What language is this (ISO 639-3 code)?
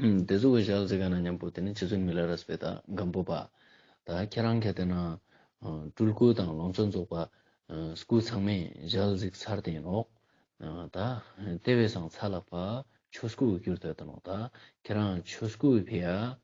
lbj